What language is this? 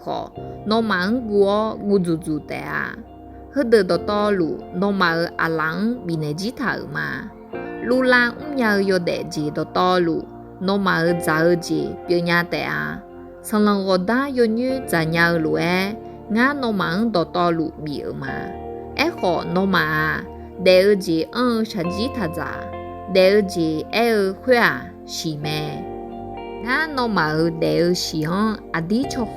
Akha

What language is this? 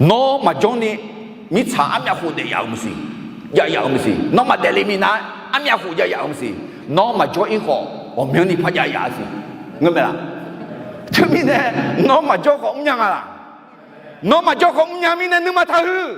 Akha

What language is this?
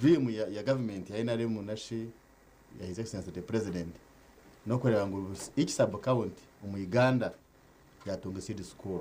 Nyankole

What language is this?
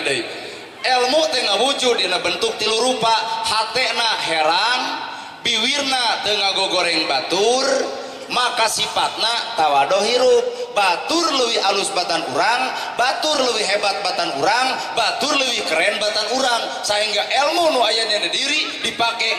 Sundanese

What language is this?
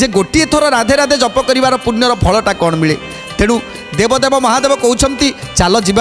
Odia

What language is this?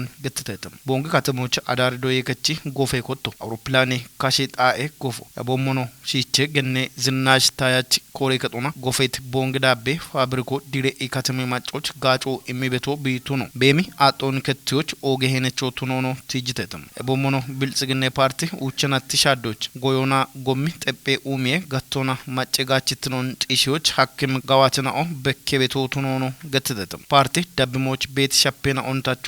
Kafa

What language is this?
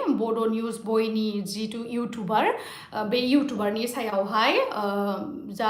Bodo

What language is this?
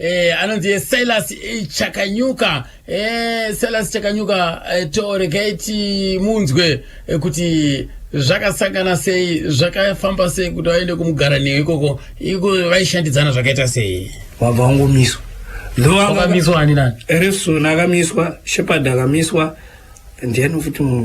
Shona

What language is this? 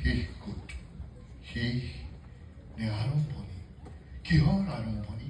Assamese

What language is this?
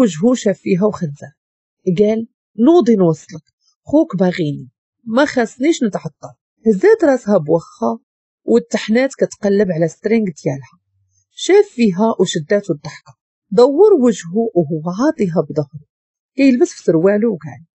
Moroccan Arabic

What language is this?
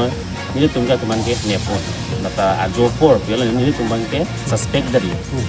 Karbi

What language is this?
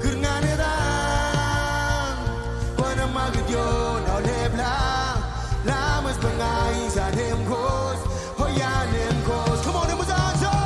Marshallese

